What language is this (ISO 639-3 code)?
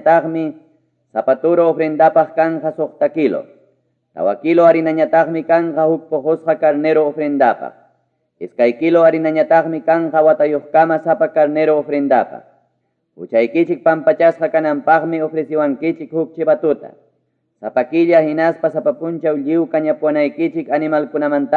quy